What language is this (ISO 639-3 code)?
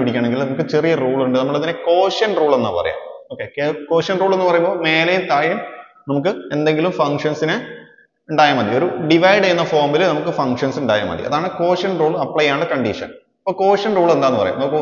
mal